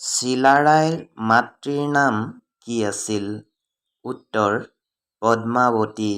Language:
Assamese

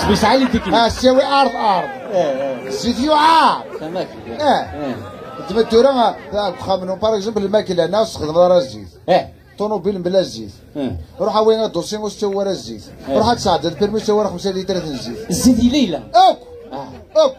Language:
Kabyle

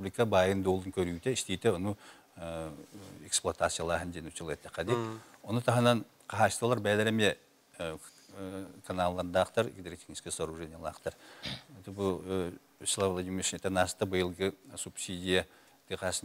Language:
Yakut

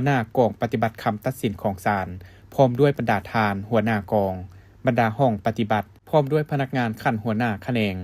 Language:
Lao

